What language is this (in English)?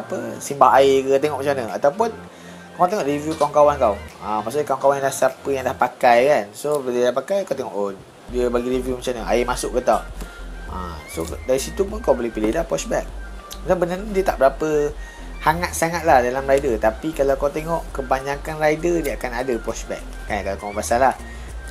Malay